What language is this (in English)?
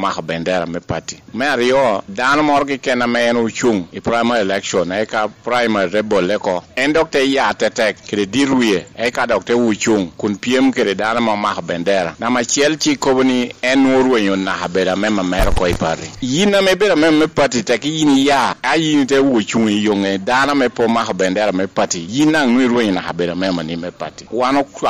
Lango (Uganda)